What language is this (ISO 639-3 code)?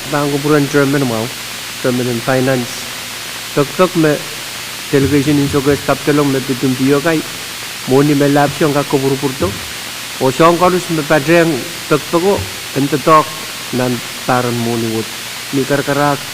pon